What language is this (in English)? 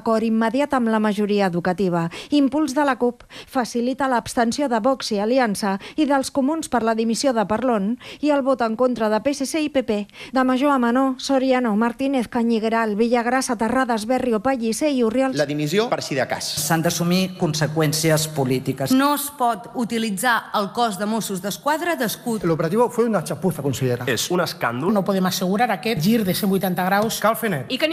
Catalan